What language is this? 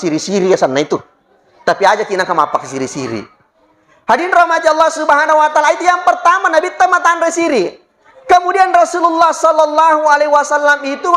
Buginese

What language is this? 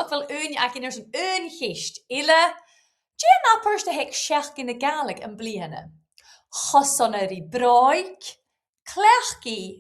Scottish Gaelic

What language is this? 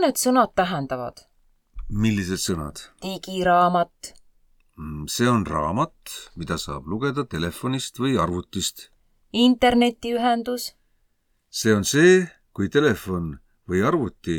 Estonian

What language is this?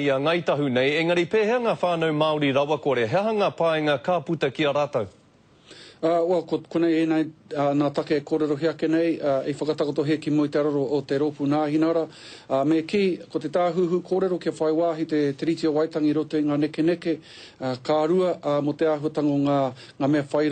Māori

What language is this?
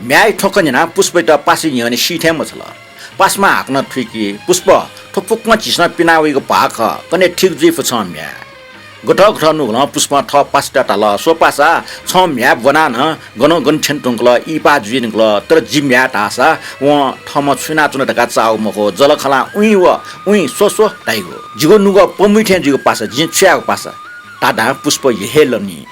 Newari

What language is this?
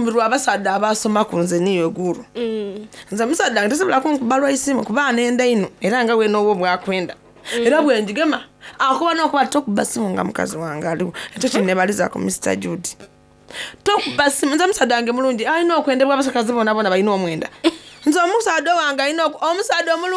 Soga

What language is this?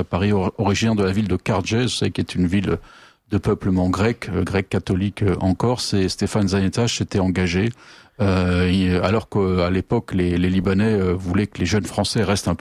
French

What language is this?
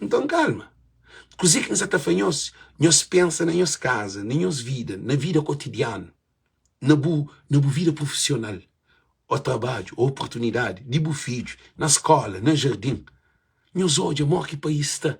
Kabuverdianu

